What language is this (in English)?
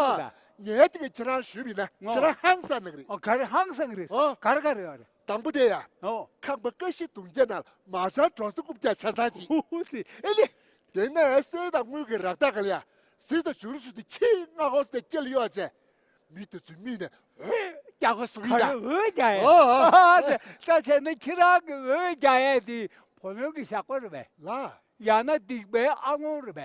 Tibetan